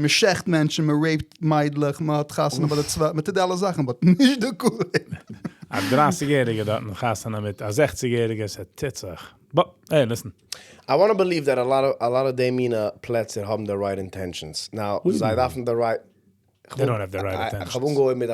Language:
Yiddish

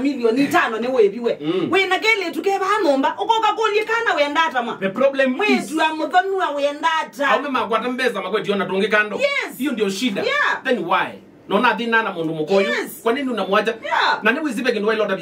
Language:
Kamba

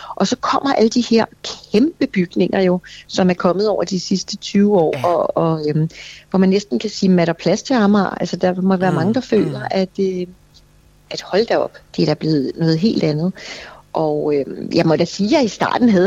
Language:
Danish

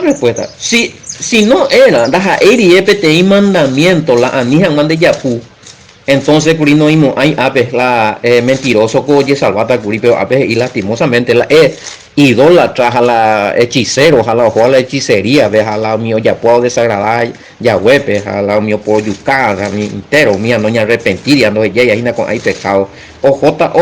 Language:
Guarani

